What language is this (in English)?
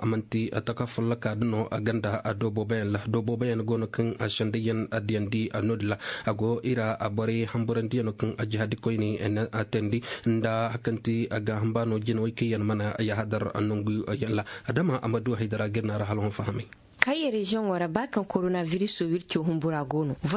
Zarma